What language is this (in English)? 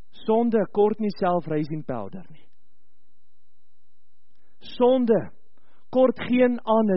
Afrikaans